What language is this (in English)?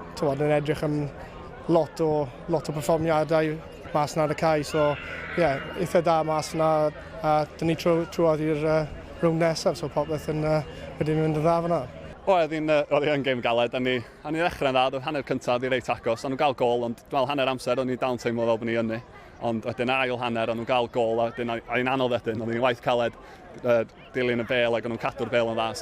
Welsh